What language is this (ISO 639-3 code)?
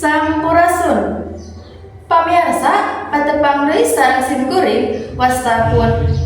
sun